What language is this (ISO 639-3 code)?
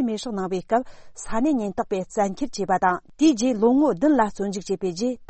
bod